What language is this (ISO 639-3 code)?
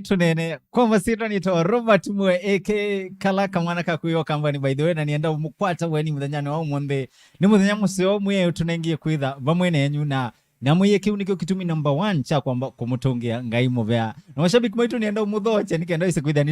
kam